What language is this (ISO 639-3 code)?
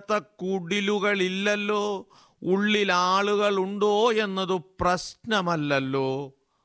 mal